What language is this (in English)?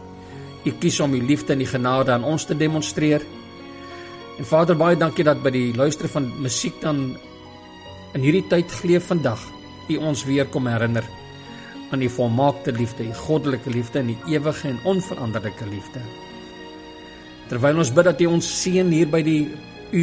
Afrikaans